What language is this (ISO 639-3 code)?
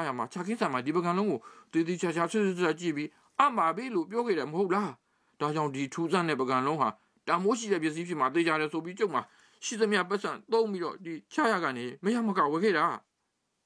mya